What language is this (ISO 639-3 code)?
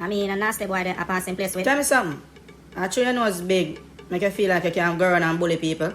jam